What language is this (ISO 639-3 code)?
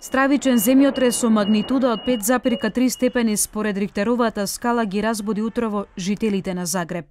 mkd